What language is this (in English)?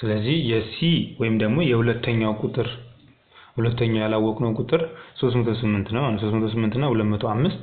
Amharic